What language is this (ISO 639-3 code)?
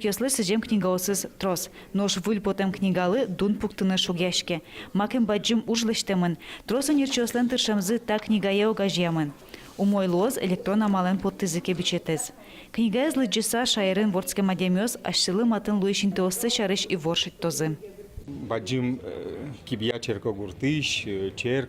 udm